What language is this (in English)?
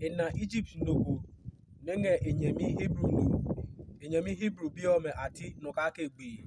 Adangme